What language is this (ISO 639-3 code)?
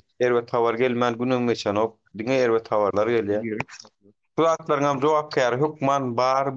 tuk